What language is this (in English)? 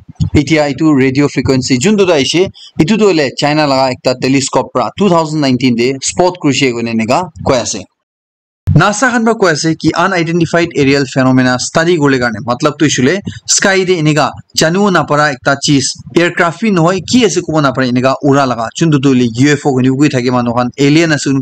Naga Pidgin